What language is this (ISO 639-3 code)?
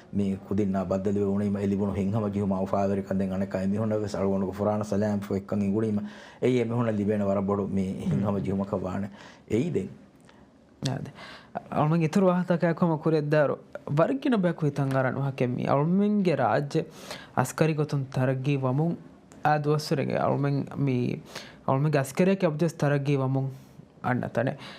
div